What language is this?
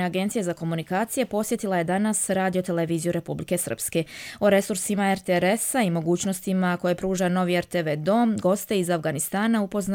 Croatian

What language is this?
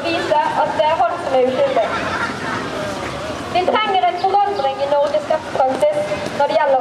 Norwegian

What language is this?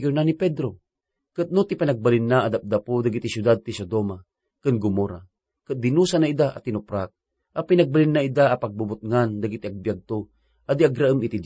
Iloko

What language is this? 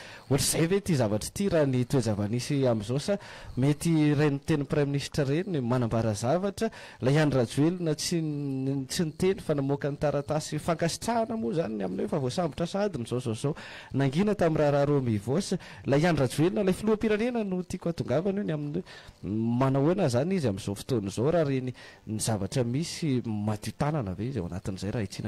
Malagasy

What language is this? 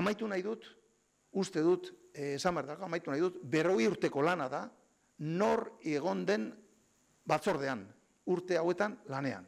Basque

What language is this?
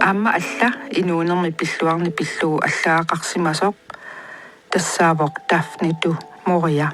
Kalaallisut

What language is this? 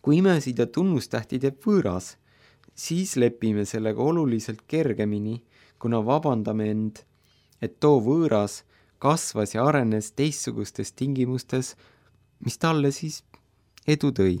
Estonian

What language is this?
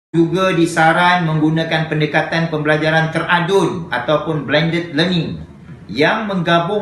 Malay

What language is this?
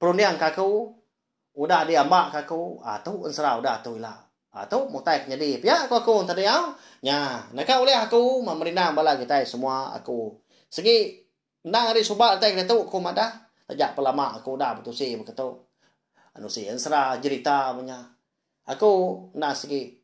Iban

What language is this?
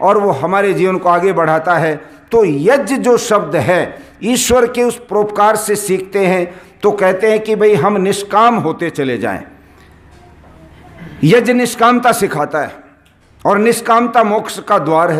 Hindi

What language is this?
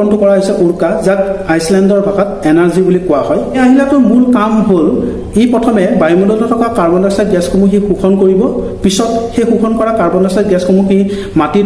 Assamese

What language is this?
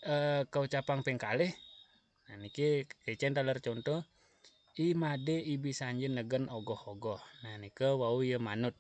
Balinese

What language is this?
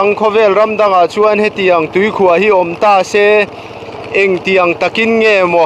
Mizo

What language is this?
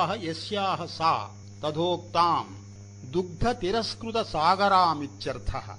Sanskrit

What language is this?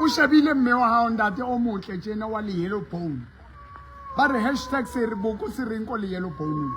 Southern Sotho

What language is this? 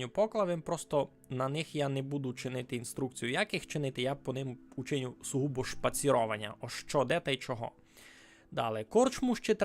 Rusyn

